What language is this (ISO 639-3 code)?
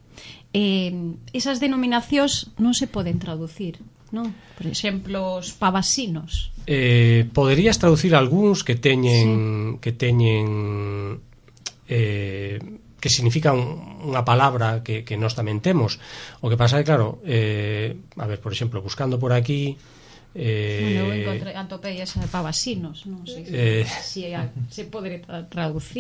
glg